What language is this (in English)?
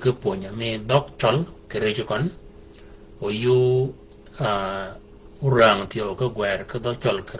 Shilluk